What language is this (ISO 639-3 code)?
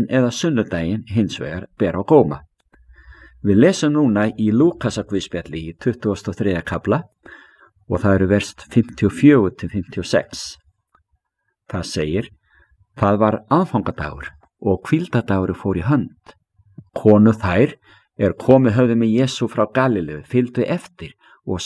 isl